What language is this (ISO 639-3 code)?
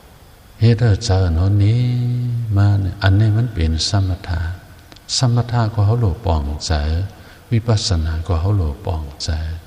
shn